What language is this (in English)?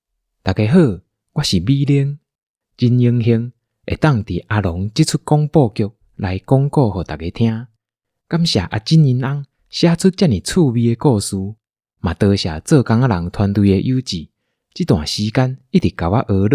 Min Nan Chinese